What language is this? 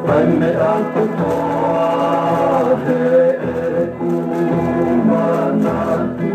Tongan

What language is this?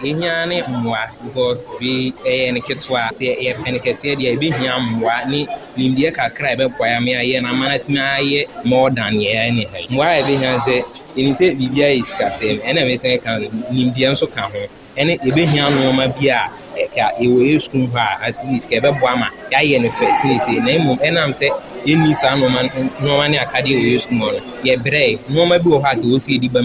Akan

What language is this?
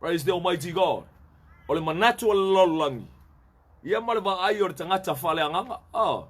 Samoan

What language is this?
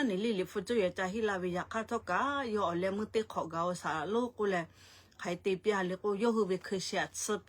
Lahu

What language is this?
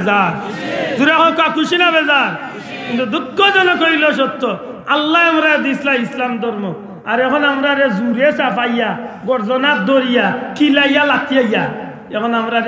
Sylheti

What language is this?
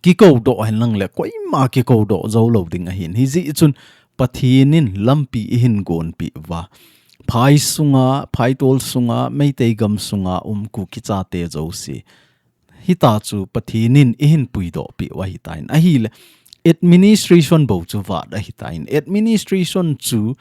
Thado Chin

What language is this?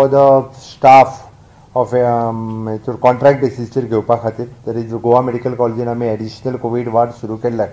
Konkani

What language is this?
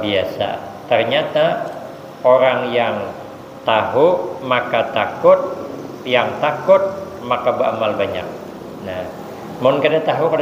Banjar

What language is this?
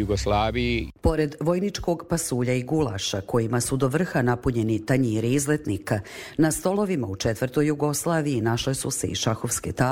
Serbian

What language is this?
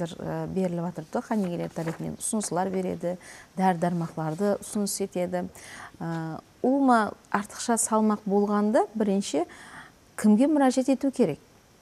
Kara-Kalpak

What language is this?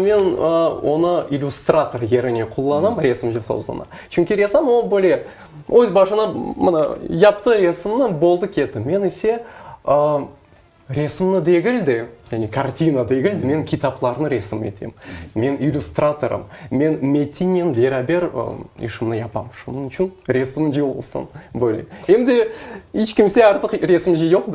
Crimean Tatar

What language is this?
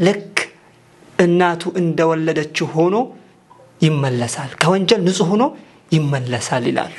Amharic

